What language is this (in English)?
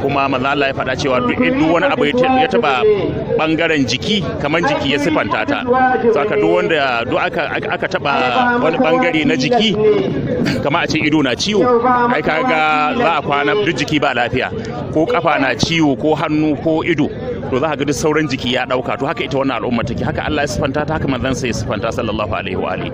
Hausa